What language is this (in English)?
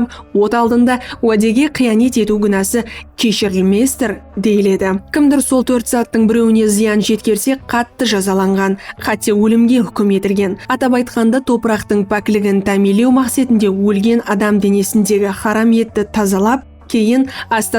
Kara-Kalpak